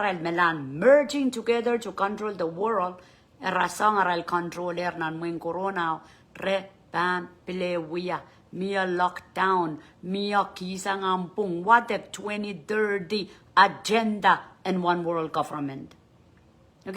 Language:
Pohnpeian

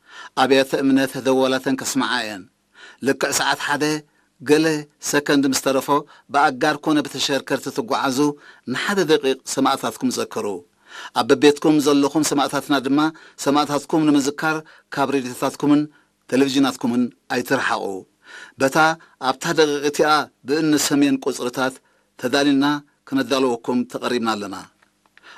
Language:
Tigrinya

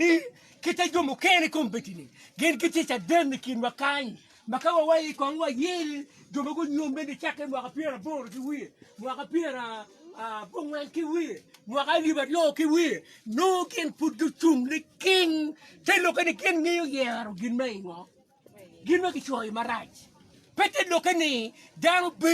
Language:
Acoli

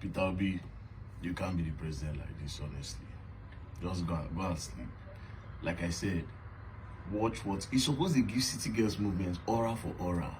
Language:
Nigerian Pidgin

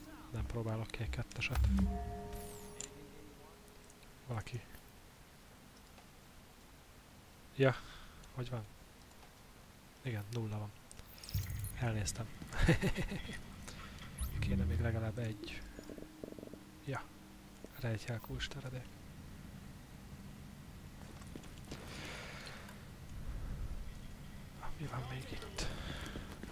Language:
Hungarian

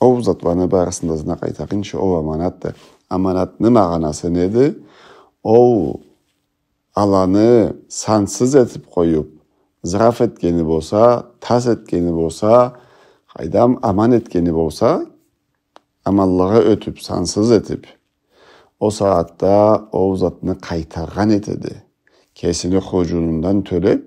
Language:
Karachay-Balkar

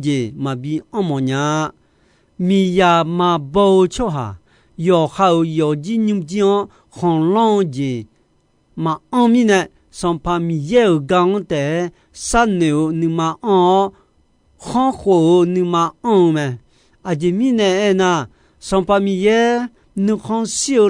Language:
Akha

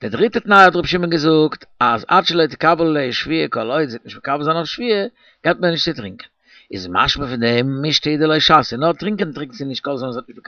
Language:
Yiddish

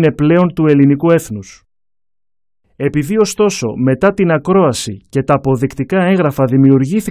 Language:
Greek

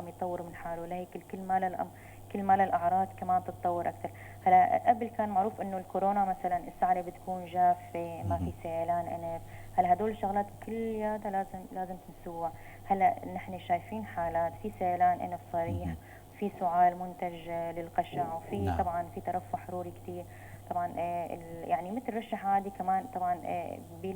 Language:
North Levantine Arabic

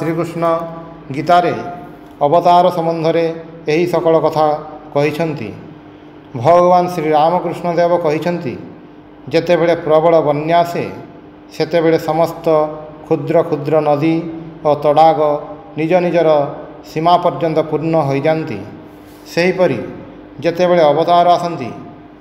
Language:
Odia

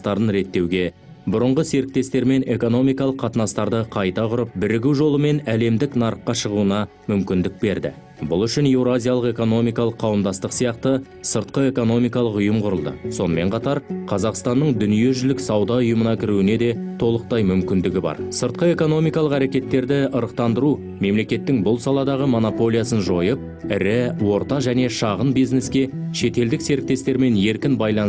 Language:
Kazakh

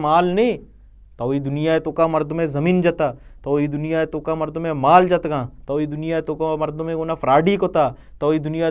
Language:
Baluchi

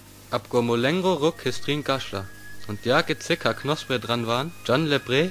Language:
Sinte Romani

